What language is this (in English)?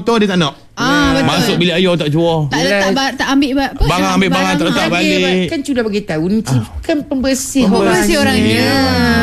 Malay